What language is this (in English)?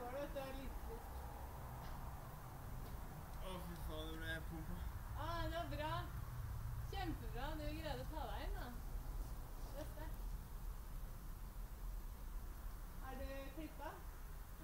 Norwegian